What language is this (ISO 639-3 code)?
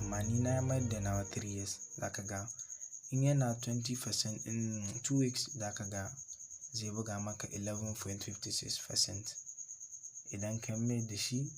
hau